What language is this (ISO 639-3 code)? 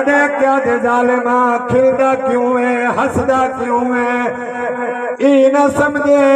skr